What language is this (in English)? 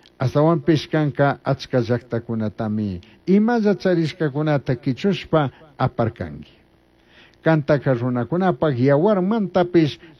Chimborazo Highland Quichua